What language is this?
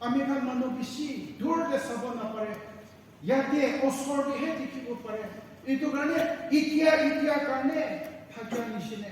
Naga Pidgin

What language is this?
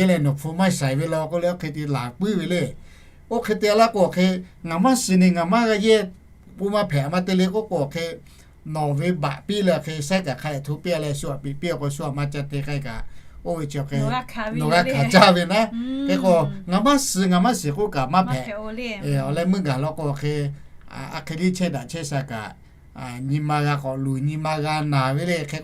Lahu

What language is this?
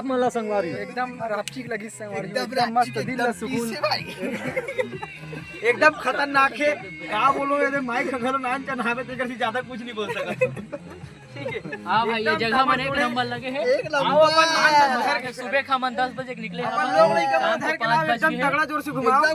Chhattisgarhi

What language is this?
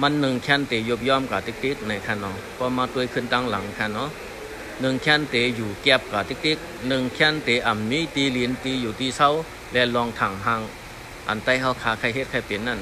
Shan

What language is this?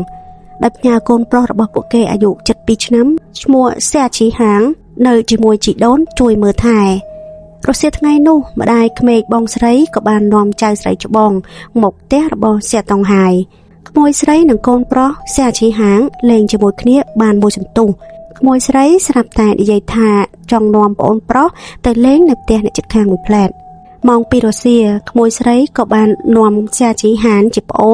Khmer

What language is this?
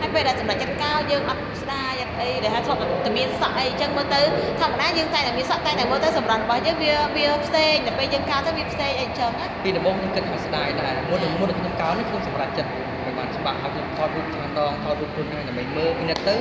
Khmer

